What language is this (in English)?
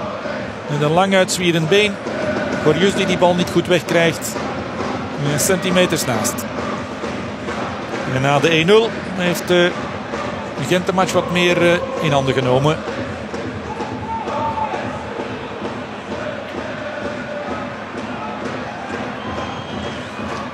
Dutch